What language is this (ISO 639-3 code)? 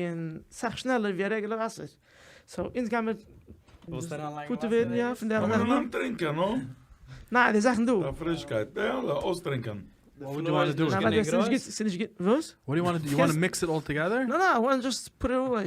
yid